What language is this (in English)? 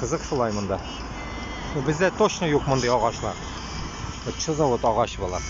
Bashkir